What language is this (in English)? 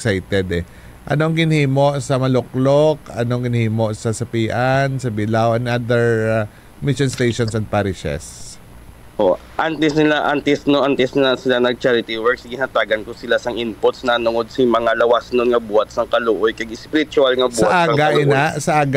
Hiligaynon